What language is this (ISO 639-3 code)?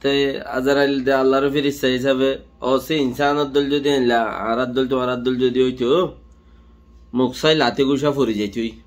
rhg